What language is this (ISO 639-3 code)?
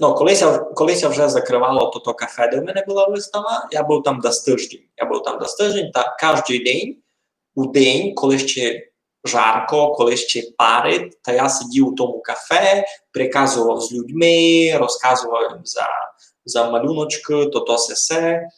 rue